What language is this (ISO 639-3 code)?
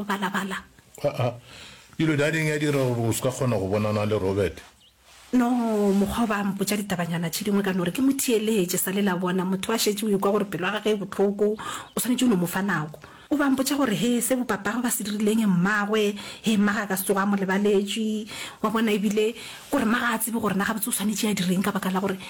nso